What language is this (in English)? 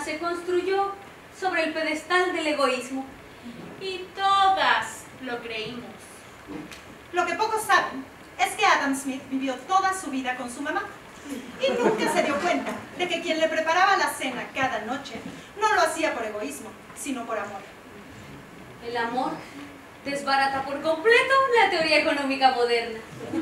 Spanish